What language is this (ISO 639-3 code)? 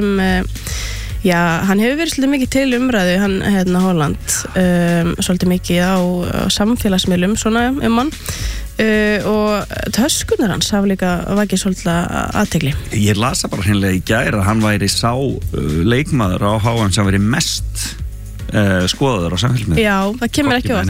isl